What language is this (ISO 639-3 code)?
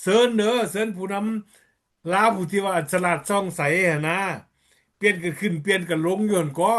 lao